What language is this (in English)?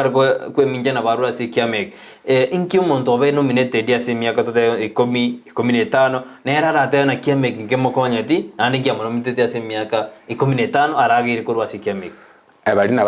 Gusii